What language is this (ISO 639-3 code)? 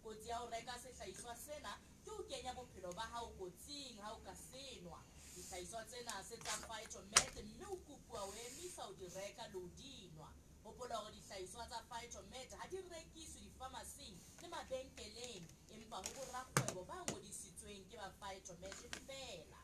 sot